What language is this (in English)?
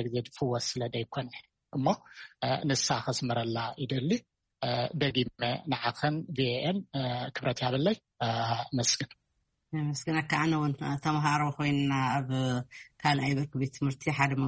Tigrinya